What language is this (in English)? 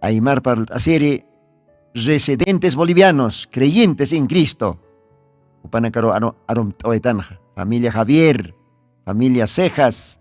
Aymara